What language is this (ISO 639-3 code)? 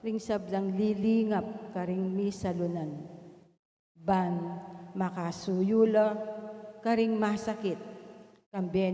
pam